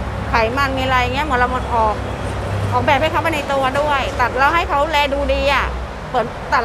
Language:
Thai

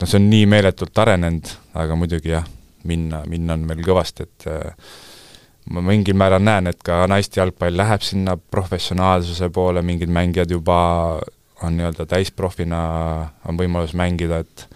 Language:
Estonian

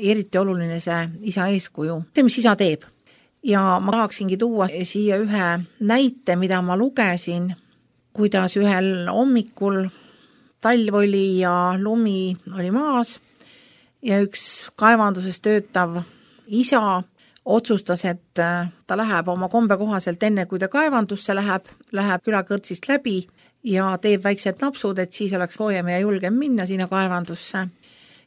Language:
Estonian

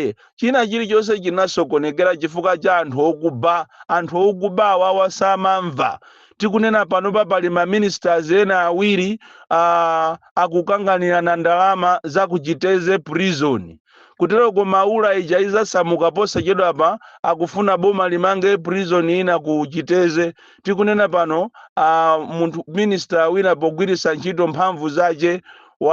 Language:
Nyanja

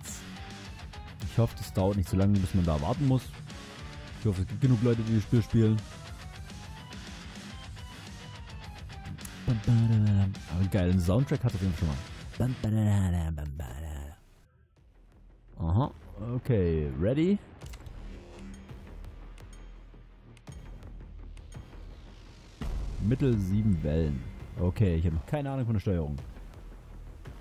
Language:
German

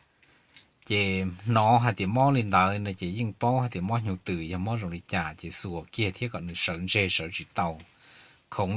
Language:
Hmong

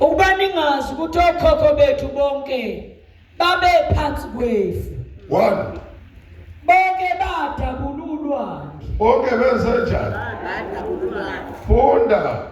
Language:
Zulu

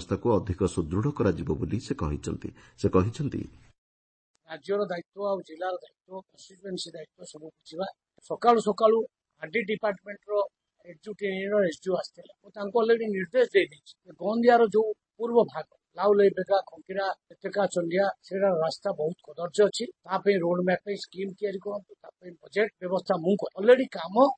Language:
Odia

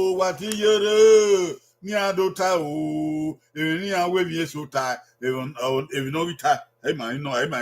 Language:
Bini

